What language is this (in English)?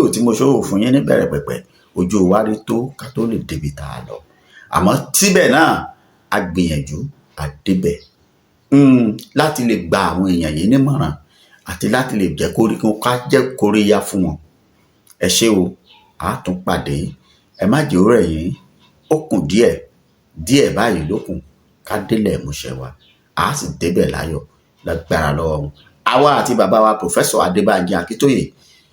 Yoruba